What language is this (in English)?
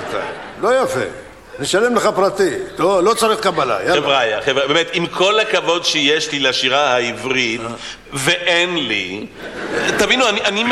Hebrew